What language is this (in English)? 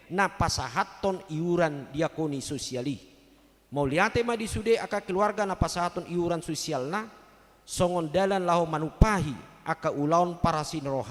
Batak Toba